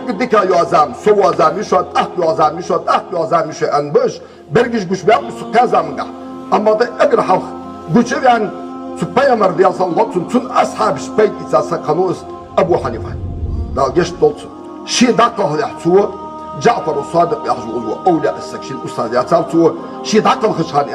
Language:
Ingush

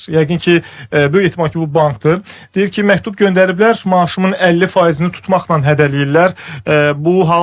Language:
Azerbaijani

